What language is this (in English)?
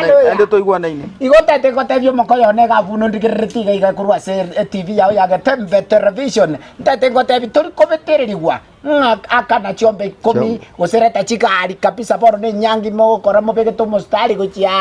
Gusii